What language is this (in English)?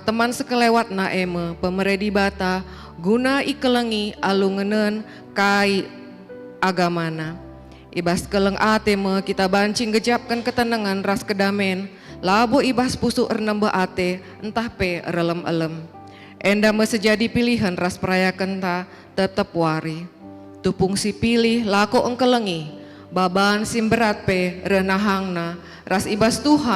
Batak Karo